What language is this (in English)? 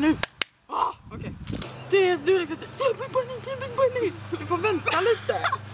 Swedish